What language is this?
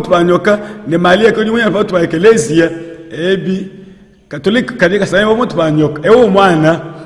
Luba-Lulua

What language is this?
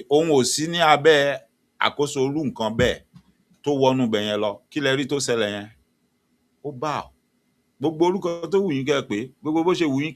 Yoruba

